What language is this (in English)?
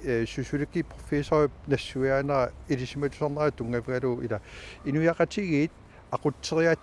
Kalaallisut